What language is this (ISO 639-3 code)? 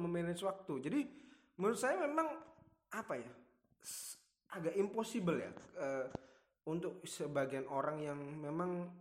ind